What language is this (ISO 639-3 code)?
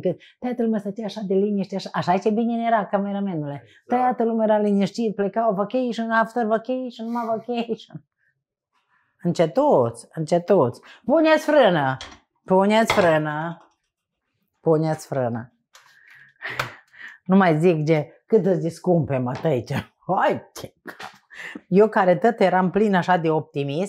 ron